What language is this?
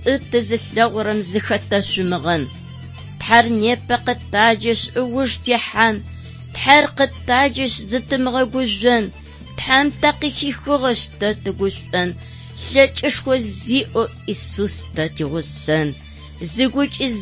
Adyghe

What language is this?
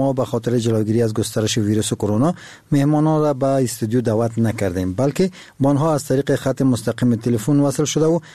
Persian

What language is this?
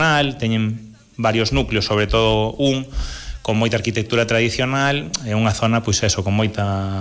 Galician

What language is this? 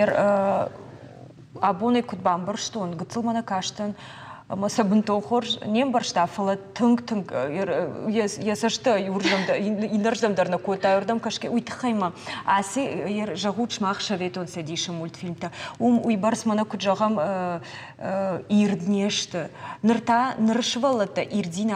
Ossetic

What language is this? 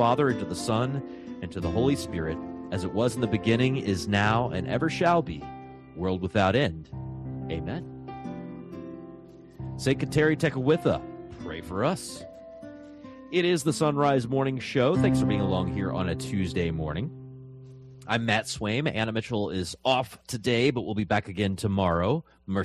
English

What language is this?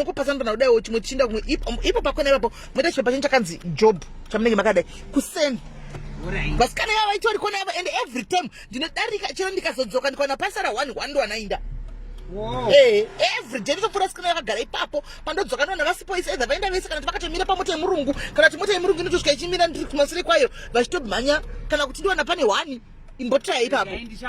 Shona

